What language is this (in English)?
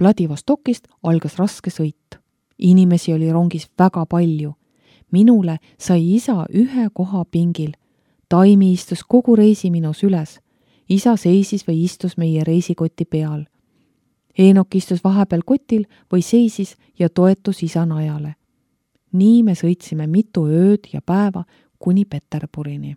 Estonian